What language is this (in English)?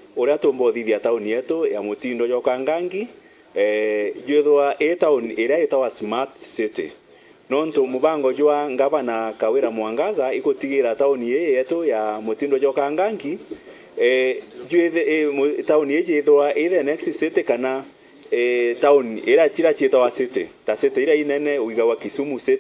Meru